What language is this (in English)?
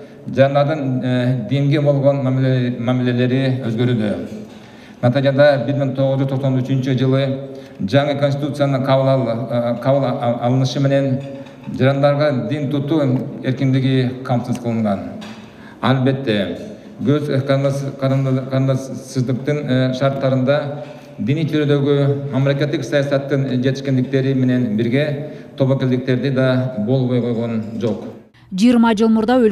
Kyrgyz